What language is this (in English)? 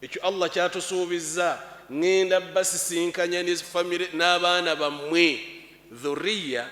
Ganda